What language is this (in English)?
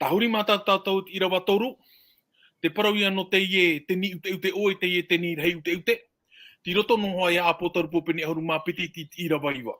Tahitian